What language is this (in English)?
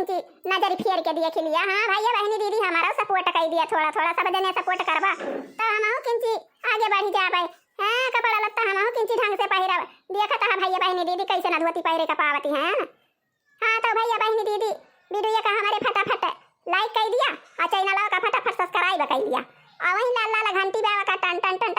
Awadhi